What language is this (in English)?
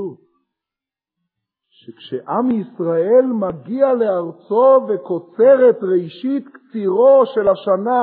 Hebrew